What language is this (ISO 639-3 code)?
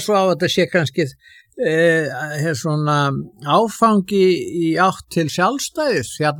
isl